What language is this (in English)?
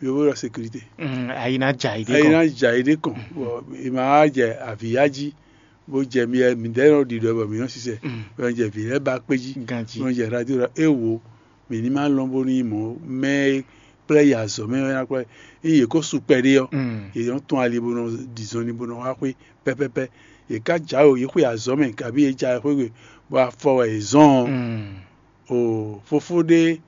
Fon